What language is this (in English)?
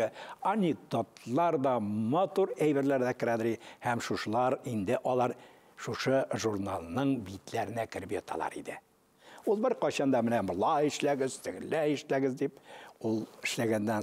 Tatar